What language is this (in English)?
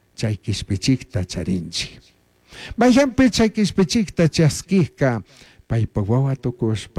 Chimborazo Highland Quichua